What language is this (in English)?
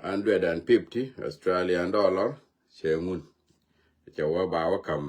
Nuer